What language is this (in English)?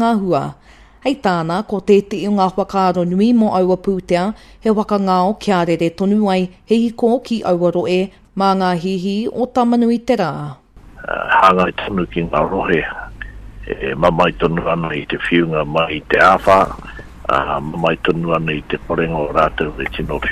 Māori